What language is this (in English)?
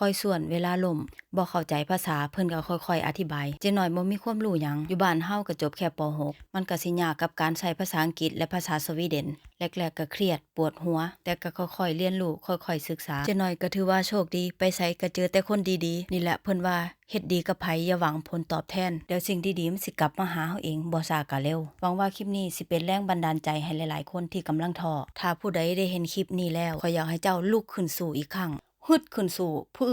Lao